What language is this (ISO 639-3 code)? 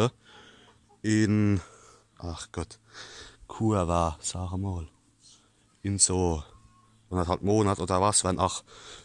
pfl